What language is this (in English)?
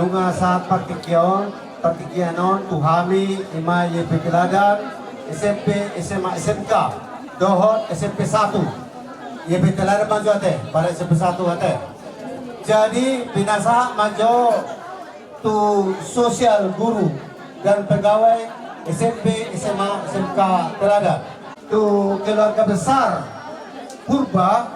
Batak Simalungun